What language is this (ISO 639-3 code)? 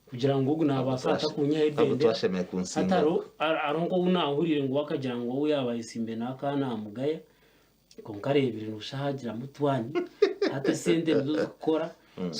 nyn